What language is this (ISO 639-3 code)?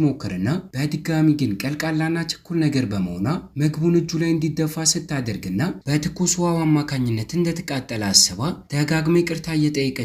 amh